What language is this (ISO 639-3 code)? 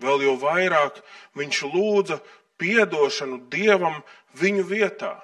lav